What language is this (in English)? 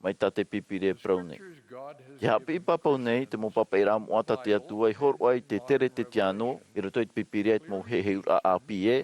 Tahitian